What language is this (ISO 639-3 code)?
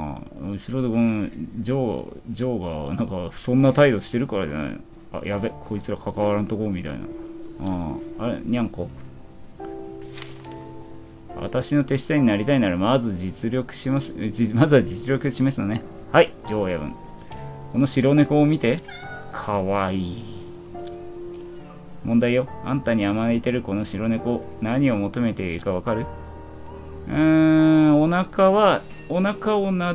jpn